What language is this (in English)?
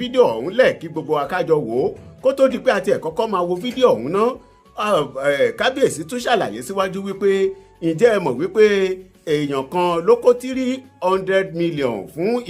Yoruba